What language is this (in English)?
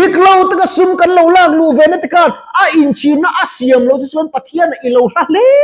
Mizo